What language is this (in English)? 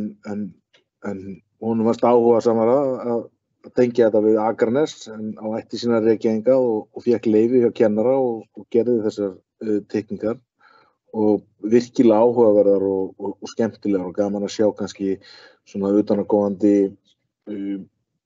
Icelandic